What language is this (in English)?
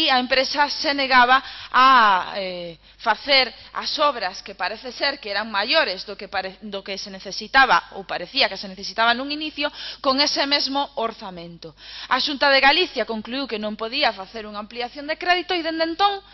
Galician